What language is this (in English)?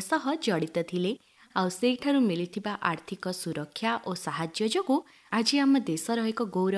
Odia